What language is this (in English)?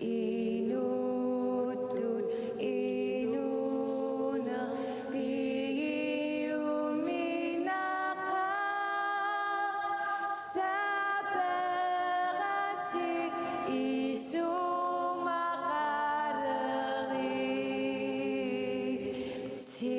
Kalaallisut